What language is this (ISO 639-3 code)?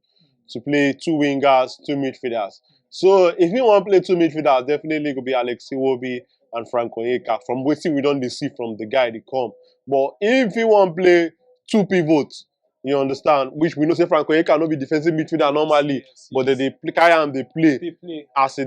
pcm